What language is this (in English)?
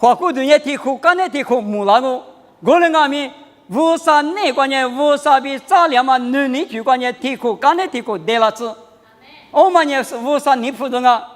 Lisu